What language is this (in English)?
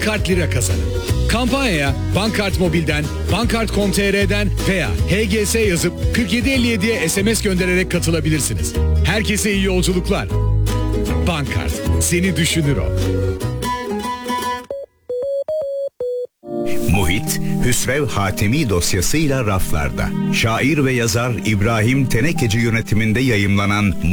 Turkish